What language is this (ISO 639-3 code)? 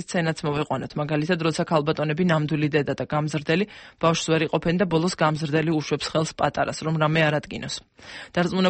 kat